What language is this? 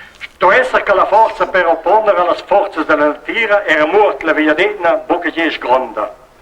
Romansh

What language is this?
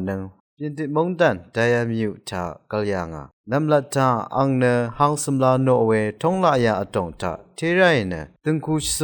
Rawang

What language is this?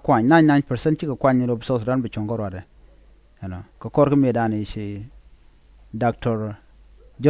Nuer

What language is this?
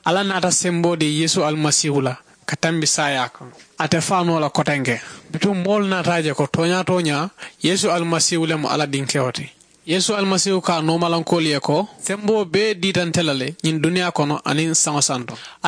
Mandingo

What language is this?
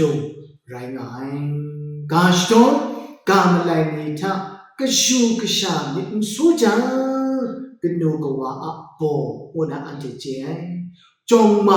Kachin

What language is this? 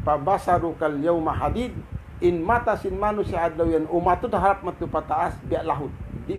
Tausug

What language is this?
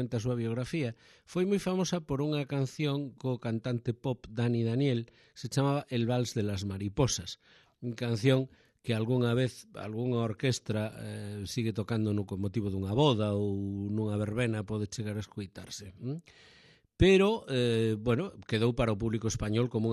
Galician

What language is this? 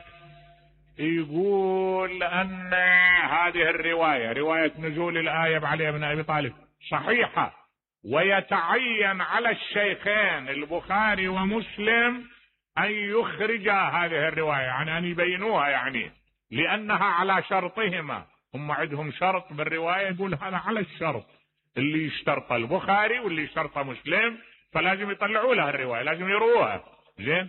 Mesopotamian Arabic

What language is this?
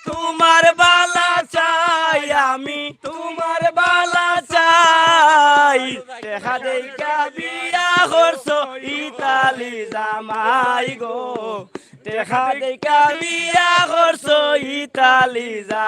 Sylheti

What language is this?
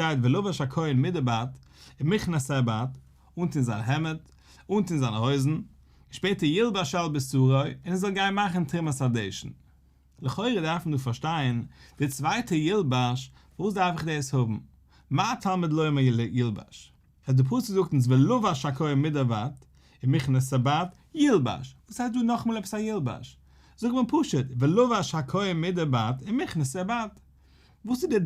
Yiddish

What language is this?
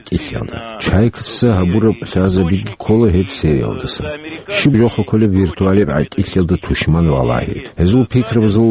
Avaric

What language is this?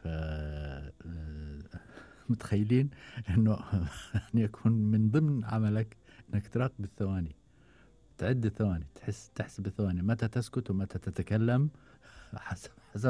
Gulf Arabic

